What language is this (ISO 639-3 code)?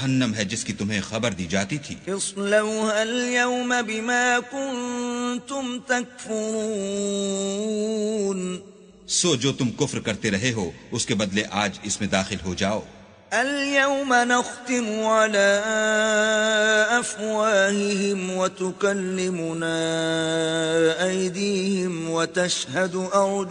urd